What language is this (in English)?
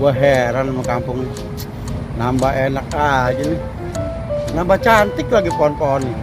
Betawi